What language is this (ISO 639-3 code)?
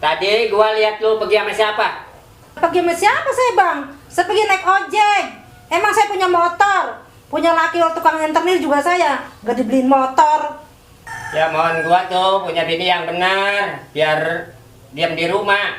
bew